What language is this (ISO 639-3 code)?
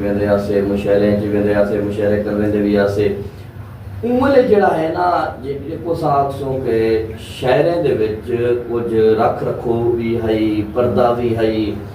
skr